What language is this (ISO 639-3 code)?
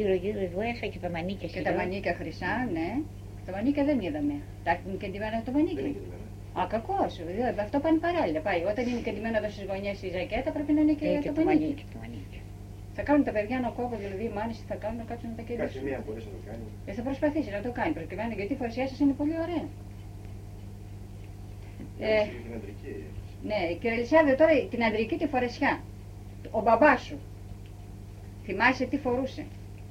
ell